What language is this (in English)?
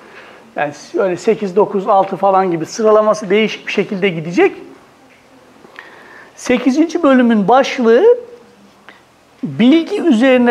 Turkish